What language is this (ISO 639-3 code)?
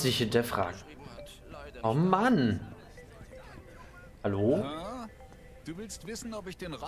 deu